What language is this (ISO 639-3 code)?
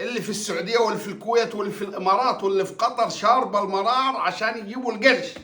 arz